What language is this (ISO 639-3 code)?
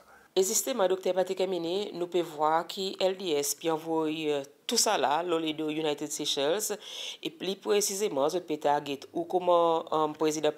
crs